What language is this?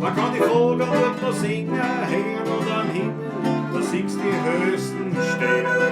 Bavarian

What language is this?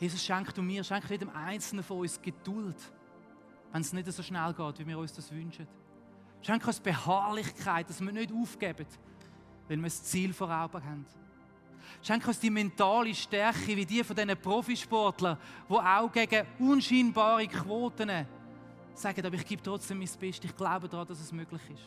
Swiss German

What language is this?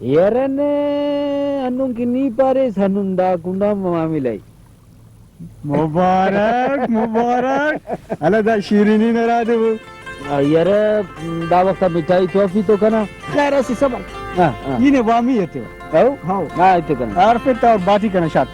Brahui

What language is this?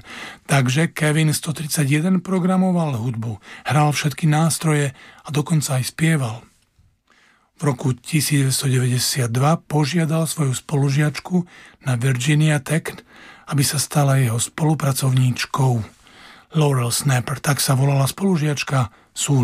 Slovak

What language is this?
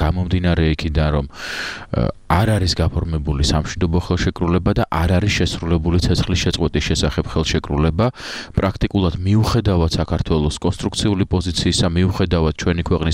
Georgian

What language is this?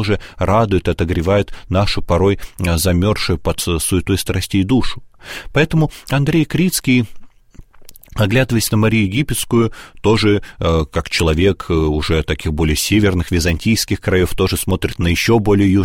Russian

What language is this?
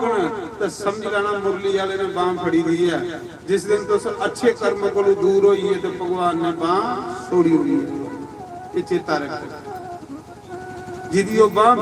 Dogri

